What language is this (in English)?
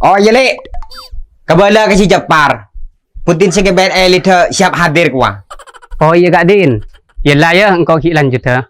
Madurese